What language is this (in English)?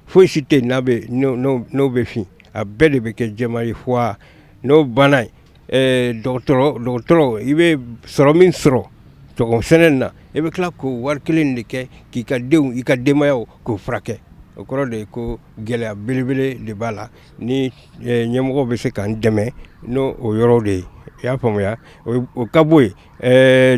Bambara